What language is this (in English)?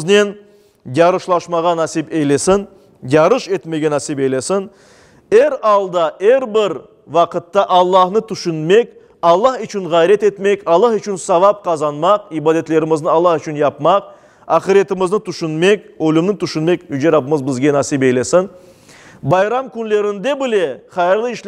Crimean Tatar